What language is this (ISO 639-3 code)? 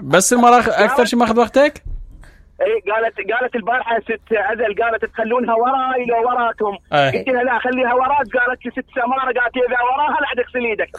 acm